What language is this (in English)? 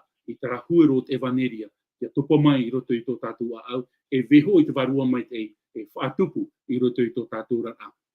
Tahitian